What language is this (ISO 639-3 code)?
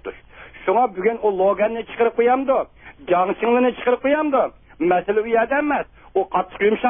uig